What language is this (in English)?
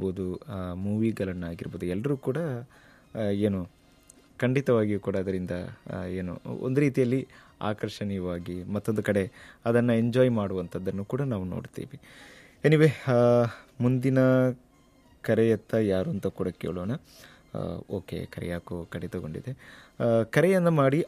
Kannada